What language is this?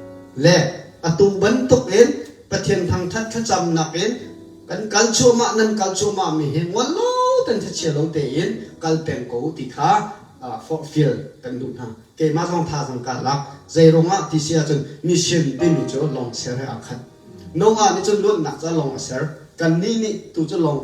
Hakha Chin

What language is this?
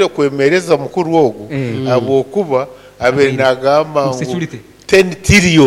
Nyankole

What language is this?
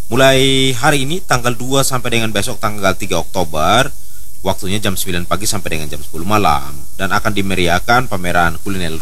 Indonesian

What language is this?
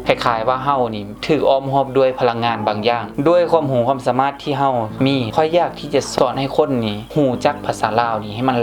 Lao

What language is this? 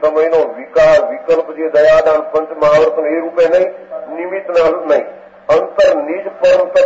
Gujarati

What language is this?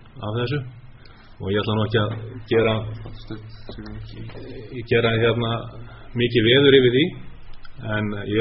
Icelandic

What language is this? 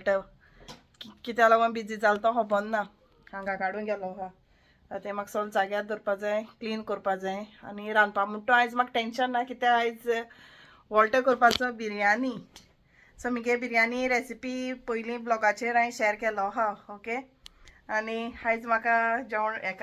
Konkani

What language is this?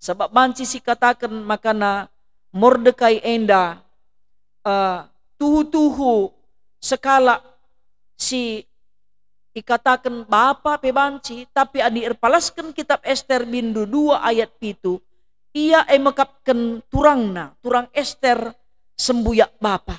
Batak Karo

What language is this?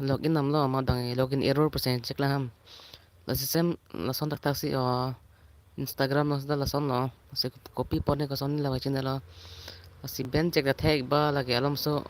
Karbi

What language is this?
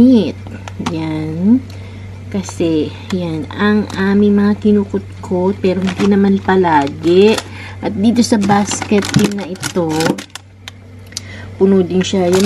Filipino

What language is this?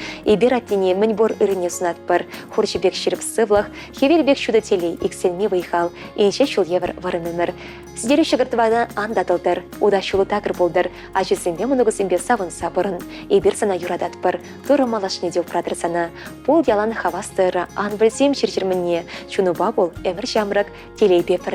Chuvash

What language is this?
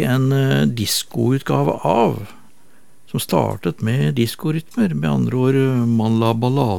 Norwegian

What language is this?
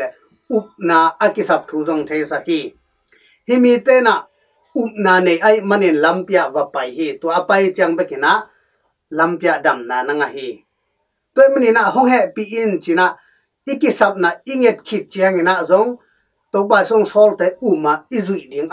Tedim Chin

